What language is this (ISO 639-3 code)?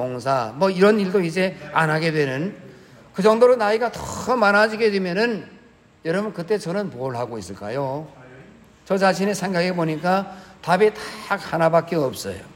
kor